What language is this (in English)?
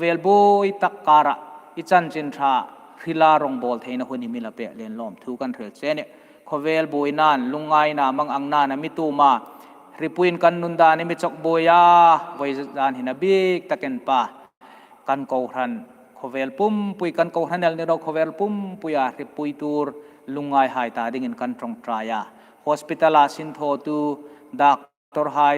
Hmar